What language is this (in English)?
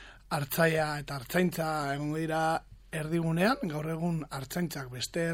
Basque